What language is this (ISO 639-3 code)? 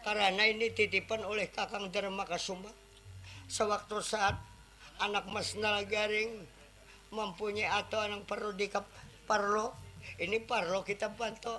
bjn